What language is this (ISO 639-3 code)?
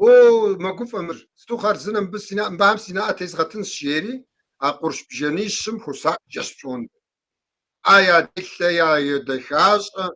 kbd